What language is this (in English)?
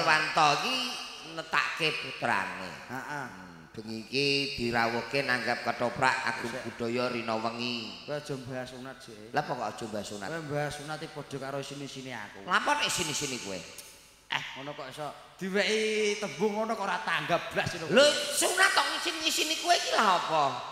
Javanese